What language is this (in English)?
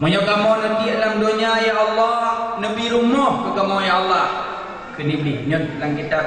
Achinese